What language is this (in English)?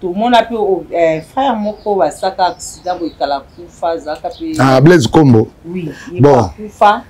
Lingala